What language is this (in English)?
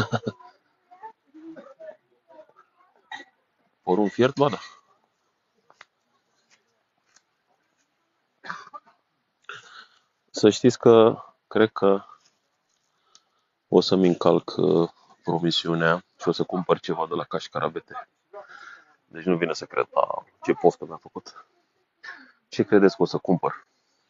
Romanian